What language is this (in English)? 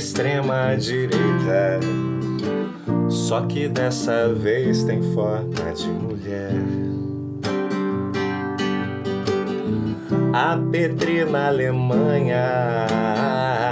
Portuguese